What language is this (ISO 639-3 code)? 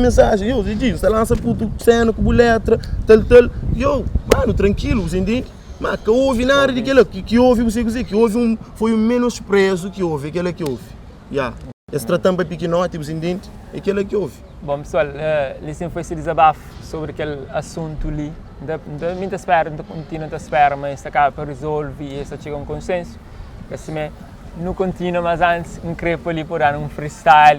kea